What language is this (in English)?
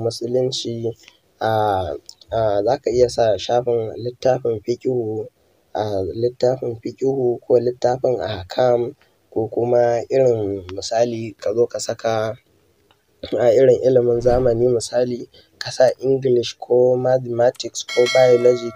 Hausa